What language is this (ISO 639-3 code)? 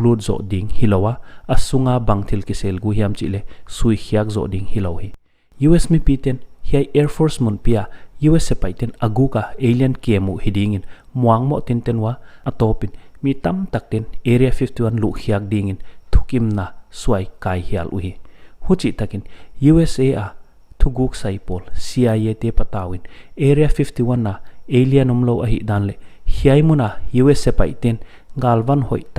pck